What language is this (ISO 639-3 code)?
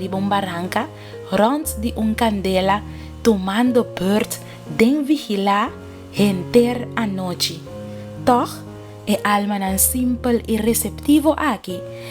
pap